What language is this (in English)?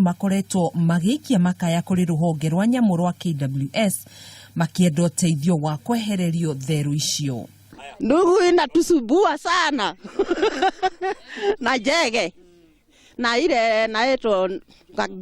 Kikuyu